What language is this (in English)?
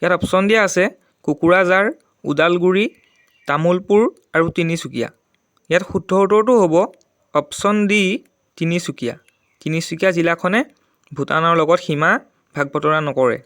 Assamese